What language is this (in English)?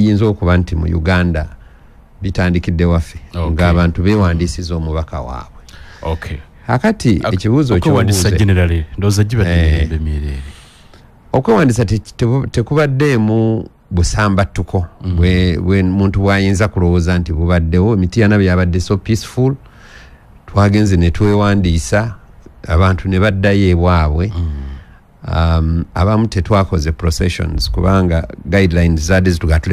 Ganda